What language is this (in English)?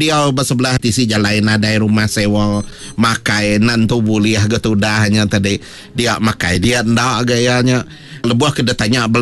Iban